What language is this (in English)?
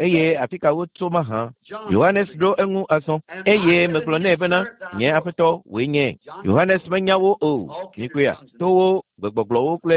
Ewe